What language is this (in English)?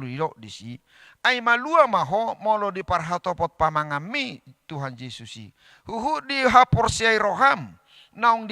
Batak Toba